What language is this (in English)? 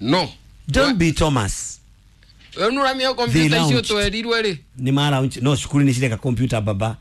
Kikuyu